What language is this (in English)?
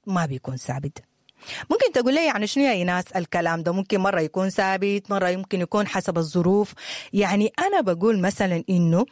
Sudanese Arabic